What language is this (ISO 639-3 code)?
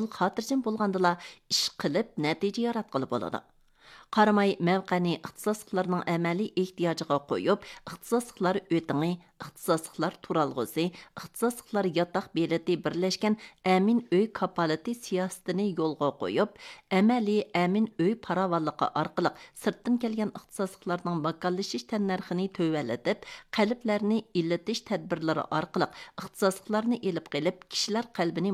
uig